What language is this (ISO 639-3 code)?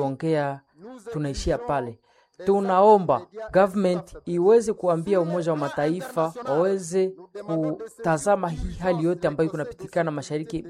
swa